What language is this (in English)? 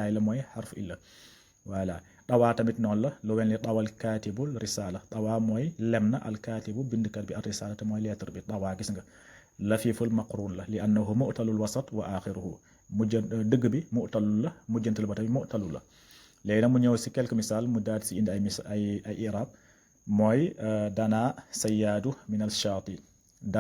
Wolof